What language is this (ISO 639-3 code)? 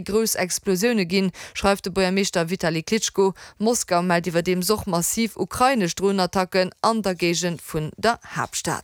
ltz